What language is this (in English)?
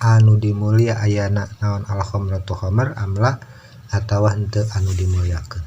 Sundanese